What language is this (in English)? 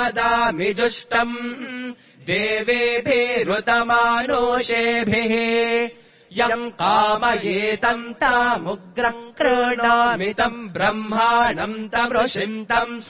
Sanskrit